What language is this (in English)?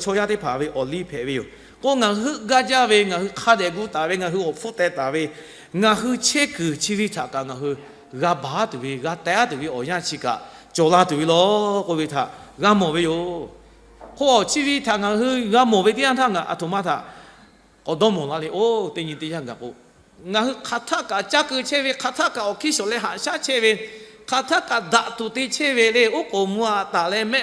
Lahu